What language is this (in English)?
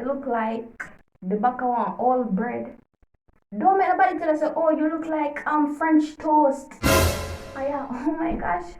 Jamaican Creole English